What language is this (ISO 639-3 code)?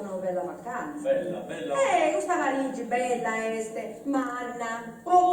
srd